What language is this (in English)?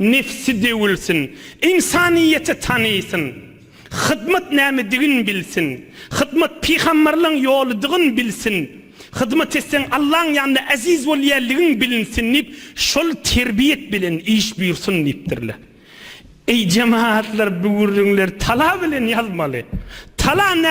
Turkmen